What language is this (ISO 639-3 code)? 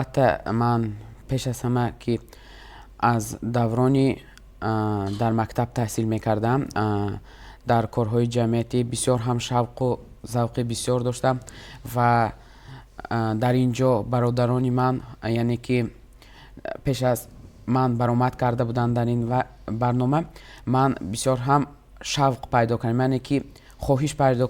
tgk